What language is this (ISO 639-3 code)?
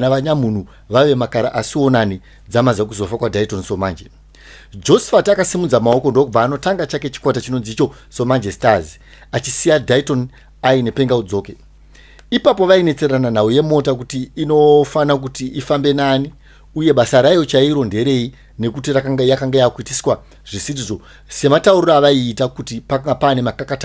sna